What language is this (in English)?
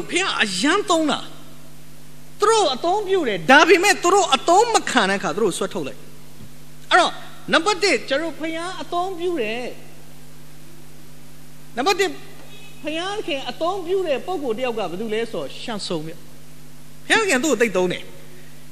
Burmese